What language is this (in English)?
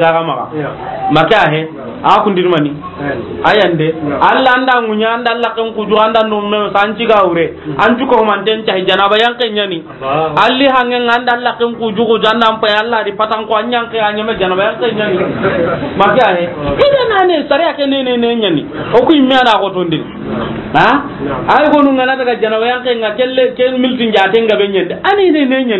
Soninke